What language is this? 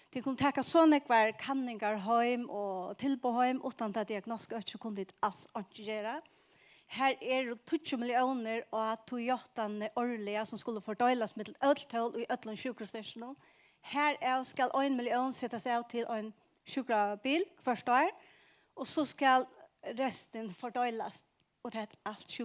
Faroese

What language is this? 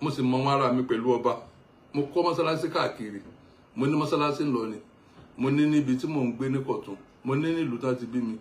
Yoruba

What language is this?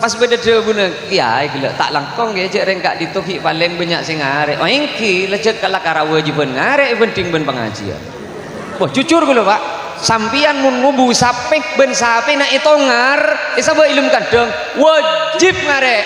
Madurese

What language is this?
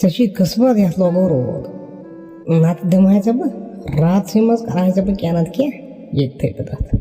Kashmiri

